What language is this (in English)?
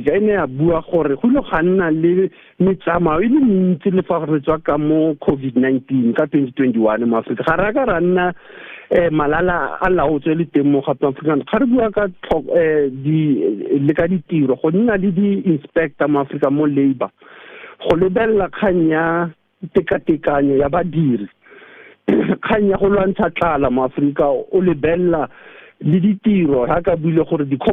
Tswana